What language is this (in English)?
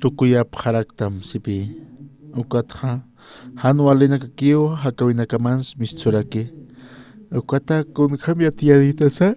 Aymara